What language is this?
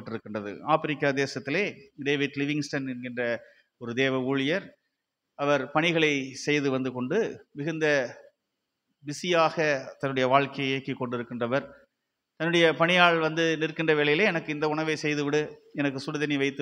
Tamil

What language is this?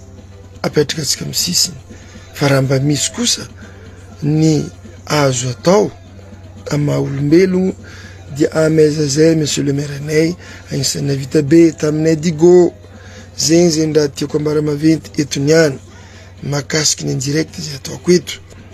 Malagasy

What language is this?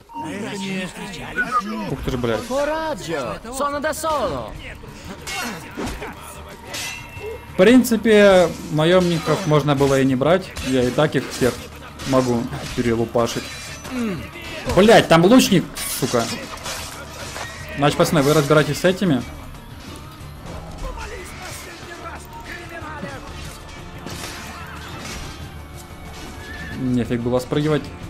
Russian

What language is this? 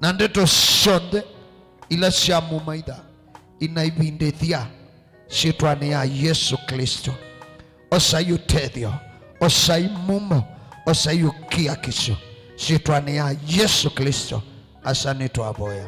Kamba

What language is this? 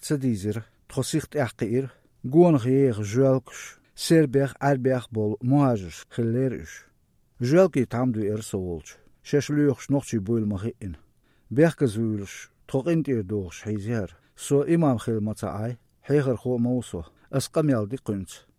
Chechen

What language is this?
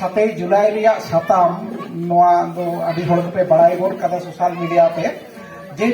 Santali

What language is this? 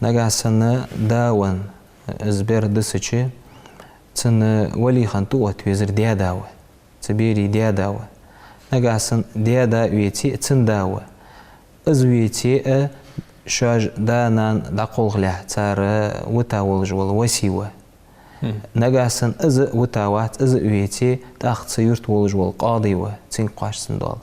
Ingush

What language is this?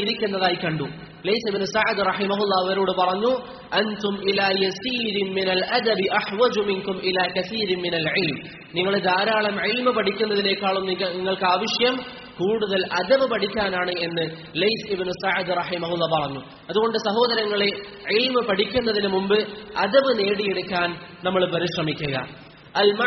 Malayalam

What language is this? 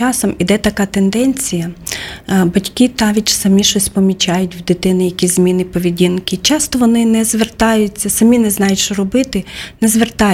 Ukrainian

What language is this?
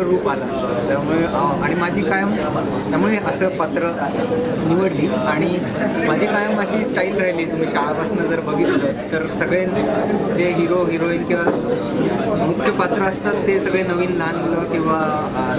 Marathi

